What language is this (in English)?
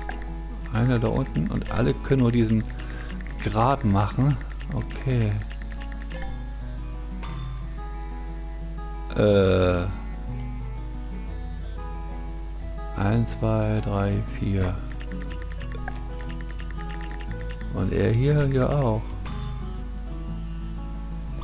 German